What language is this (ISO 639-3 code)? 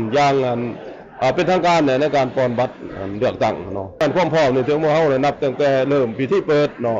lao